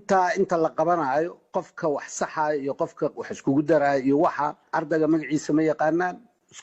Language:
Somali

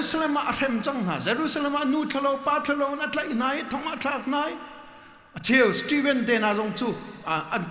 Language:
Hakha Chin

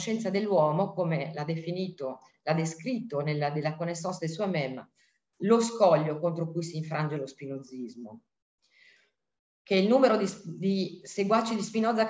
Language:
Italian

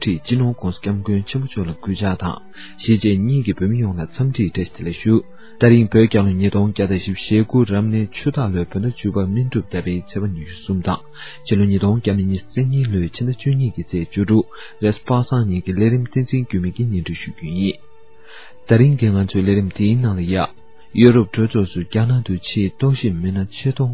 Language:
Tibetan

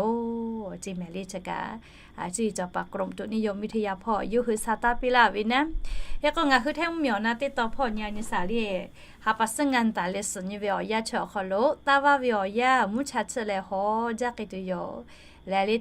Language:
Lahu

